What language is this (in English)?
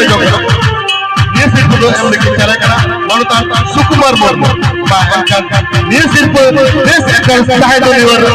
Santali